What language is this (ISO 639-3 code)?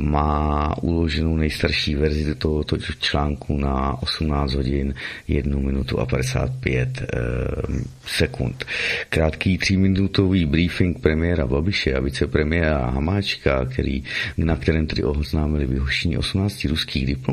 ces